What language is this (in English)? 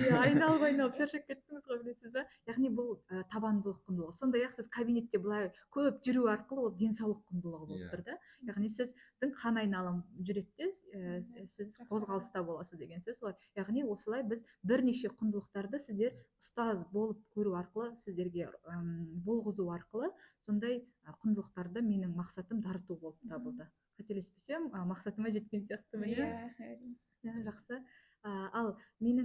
Kazakh